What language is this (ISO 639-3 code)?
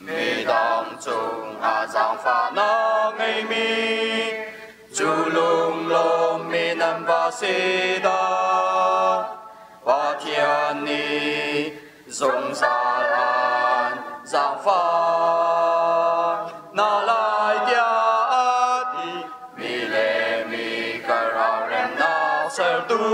cnh